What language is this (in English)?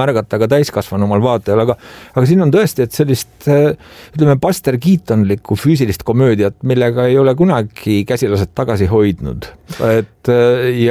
Estonian